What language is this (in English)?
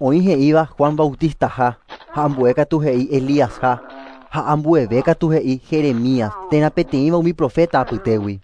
Guarani